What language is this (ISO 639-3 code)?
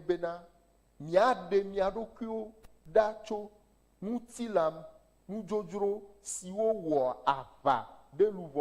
ewe